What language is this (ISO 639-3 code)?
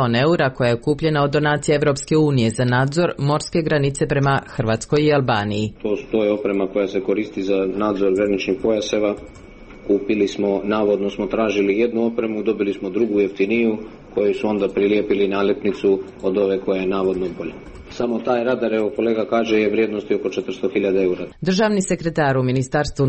srp